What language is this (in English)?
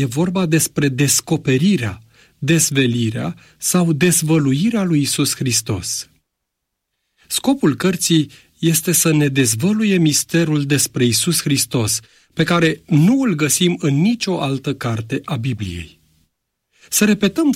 Romanian